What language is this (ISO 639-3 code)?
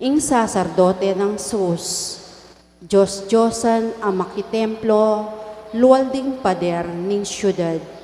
pam